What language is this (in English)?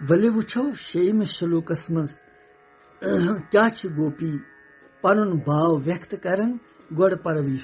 Kashmiri